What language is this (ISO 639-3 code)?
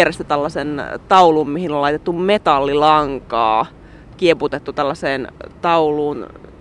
fin